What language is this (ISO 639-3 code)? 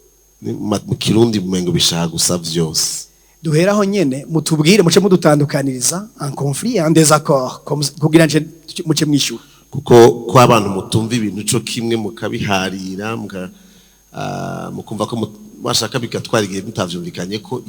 run